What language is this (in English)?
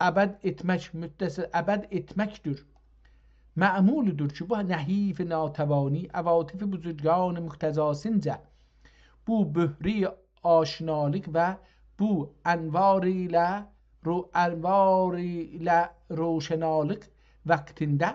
South Azerbaijani